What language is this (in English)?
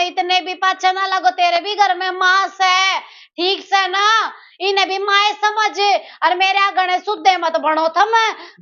Haryanvi